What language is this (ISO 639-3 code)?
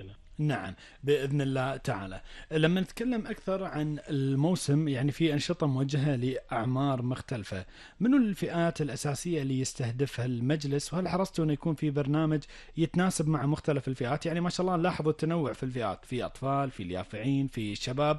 afb